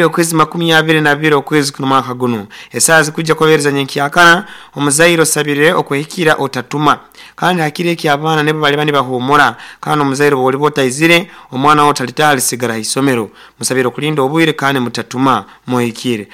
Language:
Nyoro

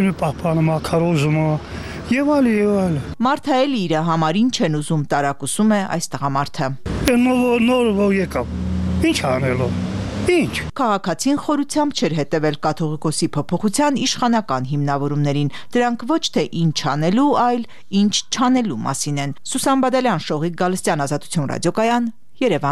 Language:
Armenian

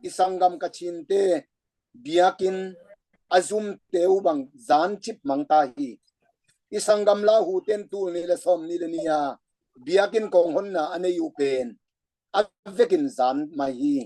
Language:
Tedim Chin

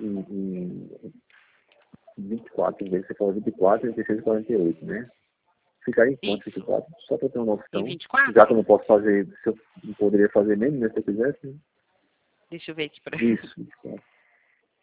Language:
Portuguese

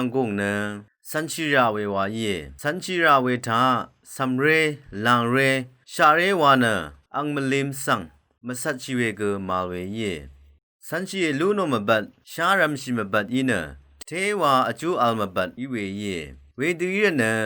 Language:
Rawang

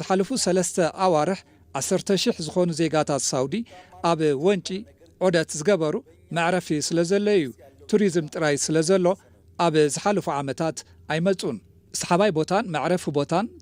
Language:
Tigrinya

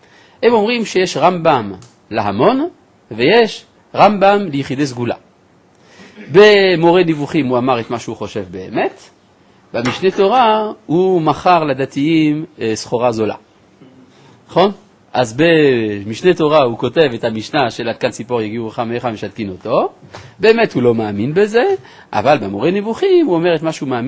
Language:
Hebrew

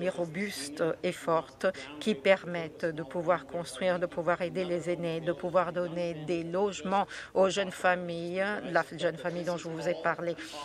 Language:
French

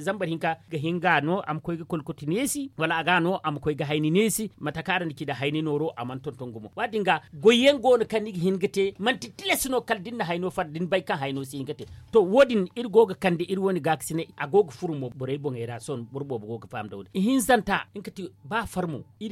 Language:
Zarma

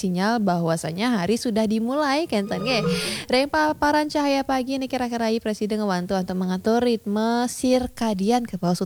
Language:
Balinese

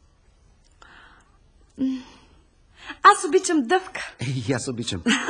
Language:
Bulgarian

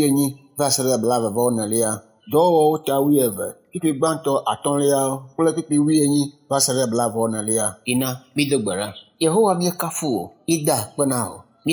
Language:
Ewe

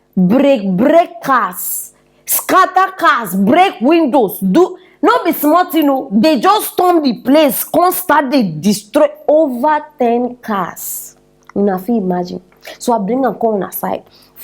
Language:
Nigerian Pidgin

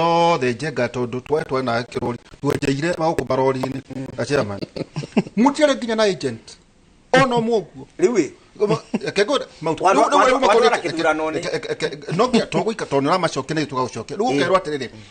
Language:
Kikuyu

